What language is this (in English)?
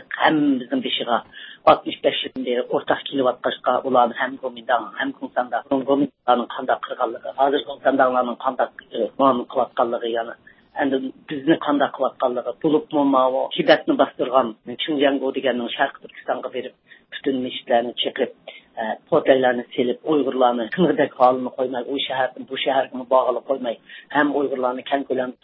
Uyghur